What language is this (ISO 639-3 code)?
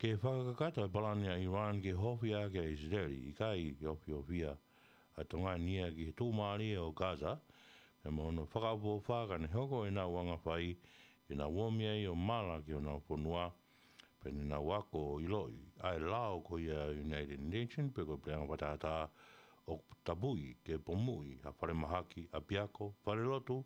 ton